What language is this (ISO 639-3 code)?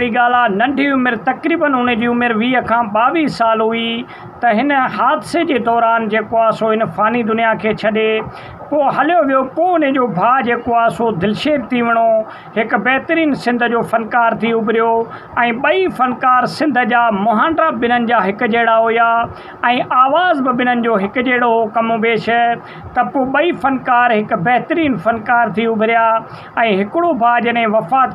snd